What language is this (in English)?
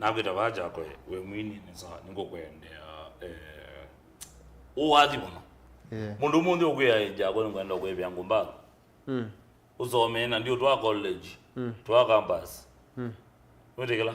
Kamba